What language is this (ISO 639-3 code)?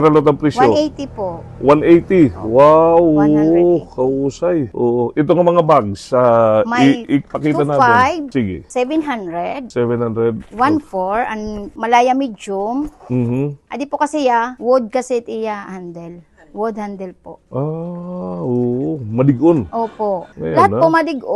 war